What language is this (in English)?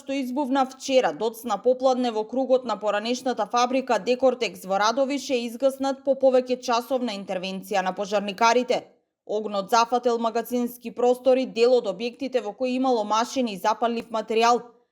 Macedonian